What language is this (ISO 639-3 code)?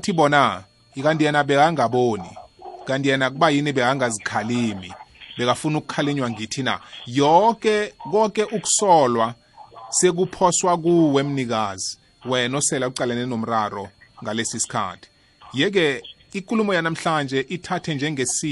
nbl